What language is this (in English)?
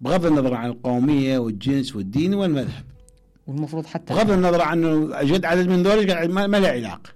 Mesopotamian Arabic